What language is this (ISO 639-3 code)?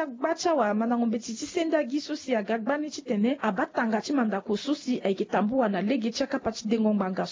sag